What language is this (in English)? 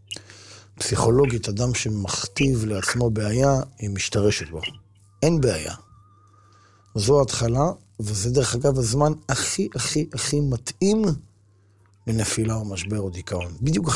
Hebrew